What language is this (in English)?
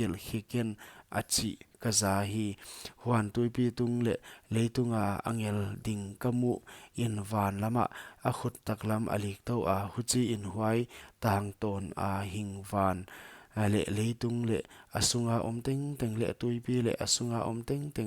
Paite Chin